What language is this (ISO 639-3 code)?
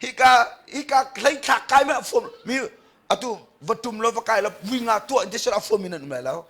cnh